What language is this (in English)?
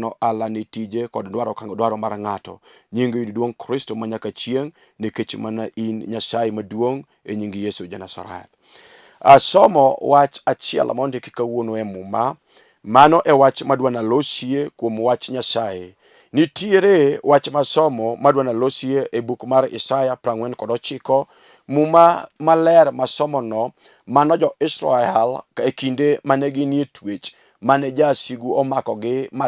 Luo (Kenya and Tanzania)